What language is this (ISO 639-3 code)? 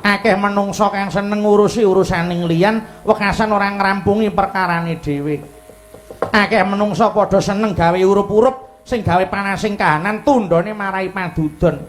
jav